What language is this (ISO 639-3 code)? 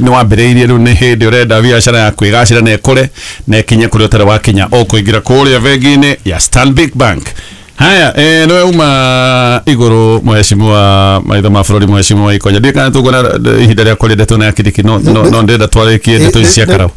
kik